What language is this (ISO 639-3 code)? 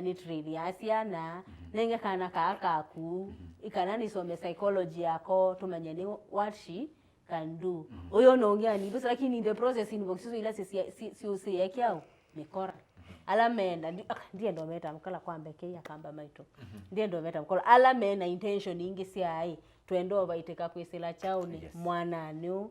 kam